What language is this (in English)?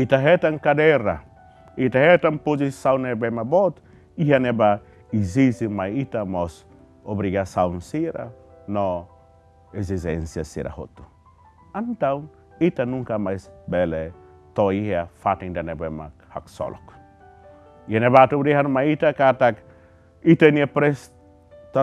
Tetum